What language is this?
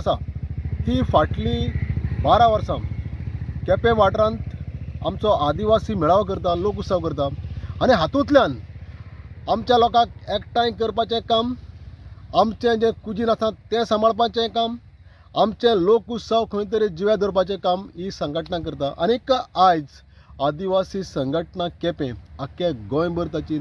Konkani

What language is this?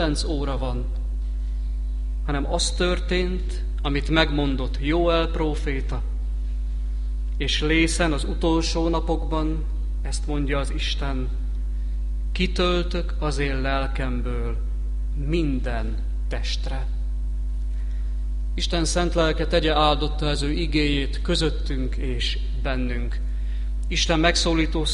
Hungarian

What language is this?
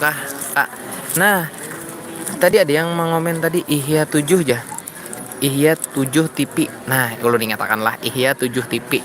Banjar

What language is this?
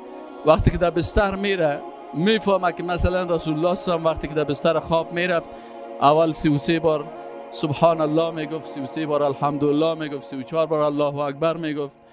Persian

